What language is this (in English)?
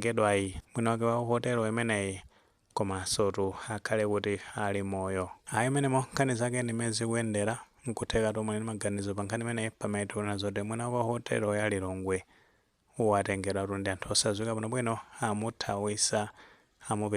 Nyanja